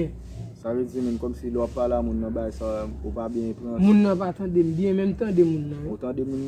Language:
Haitian Creole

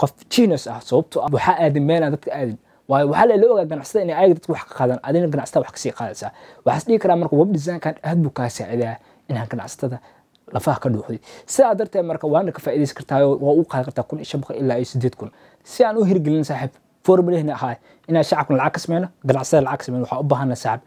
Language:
Somali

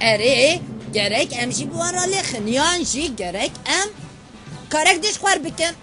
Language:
Kurdish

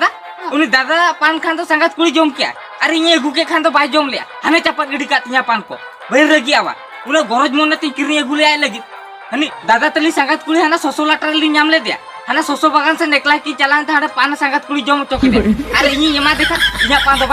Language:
Santali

